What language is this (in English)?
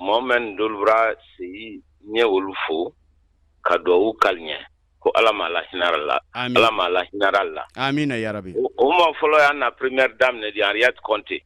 Bambara